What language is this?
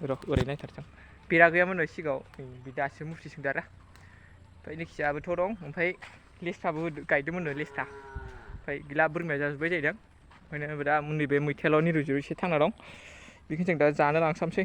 Bodo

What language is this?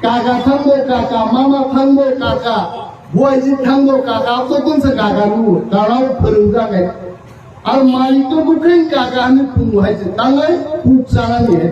Kok Borok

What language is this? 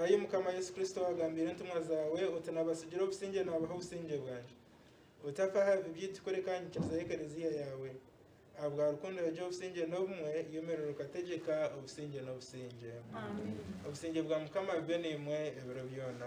Nyankole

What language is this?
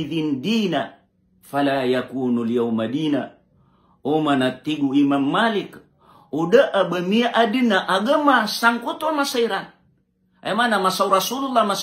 Maranao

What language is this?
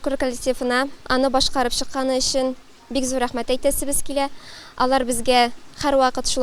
Tatar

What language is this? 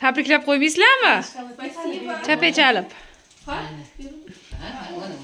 Uzbek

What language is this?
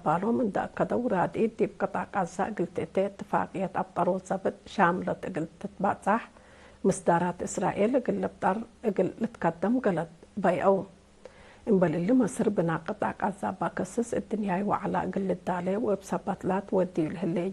Tigre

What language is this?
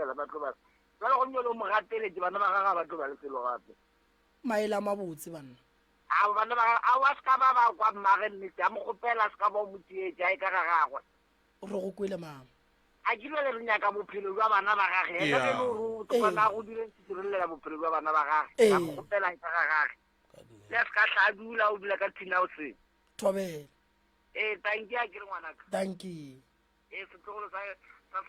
Northern Sotho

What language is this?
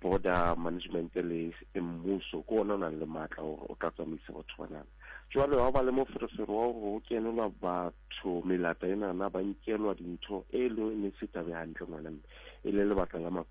Southern Sotho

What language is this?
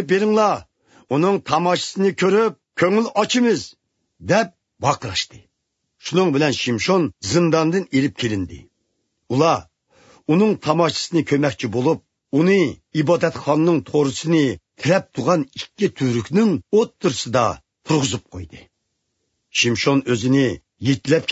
Uyghur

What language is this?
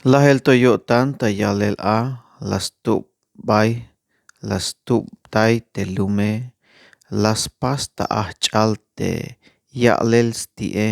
Tzeltal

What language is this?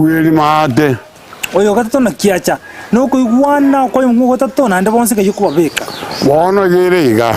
Gusii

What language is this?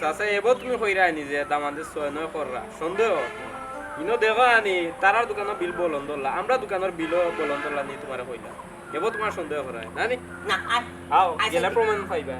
Sylheti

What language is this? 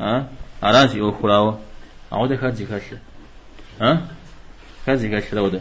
Kabardian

